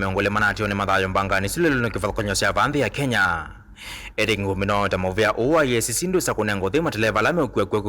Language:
Kamba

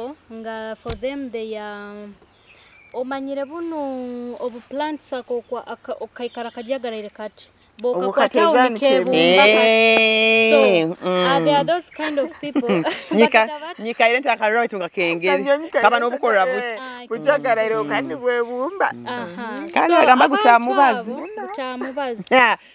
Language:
Nyoro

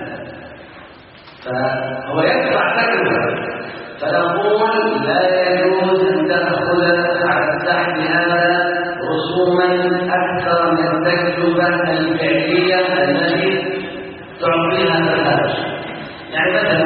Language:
Arabic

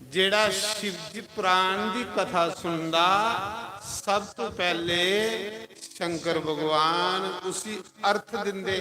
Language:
Dogri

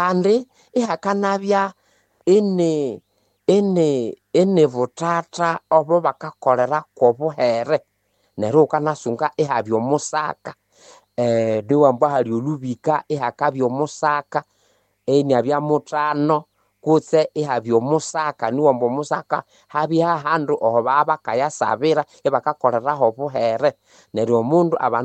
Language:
Nande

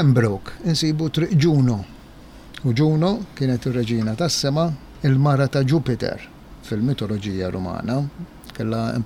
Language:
Maltese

